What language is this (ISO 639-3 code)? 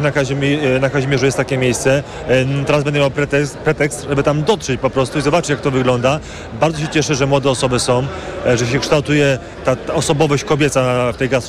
pol